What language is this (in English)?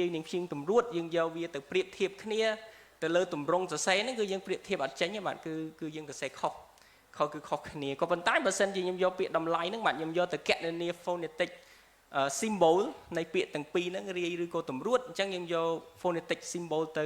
Khmer